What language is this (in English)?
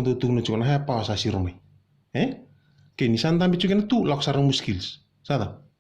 Fijian